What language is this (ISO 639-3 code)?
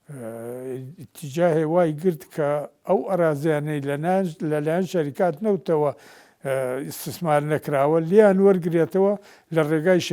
ckb